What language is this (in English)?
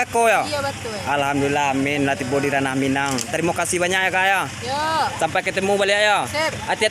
Minangkabau